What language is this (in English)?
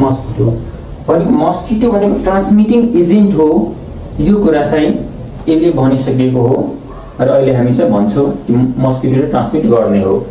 Nepali